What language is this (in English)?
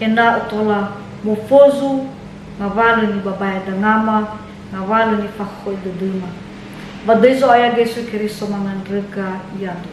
Nias